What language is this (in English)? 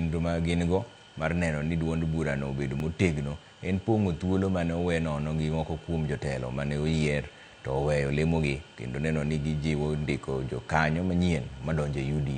Luo (Kenya and Tanzania)